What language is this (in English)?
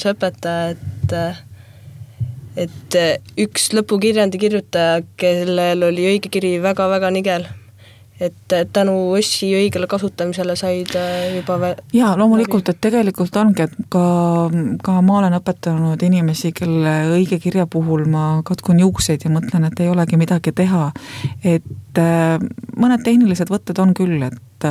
Estonian